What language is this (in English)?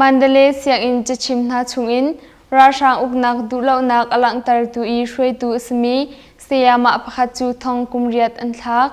Hakha Chin